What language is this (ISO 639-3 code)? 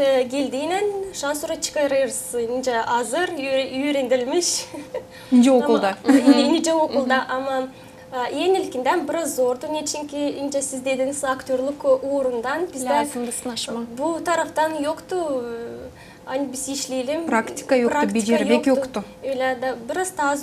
gag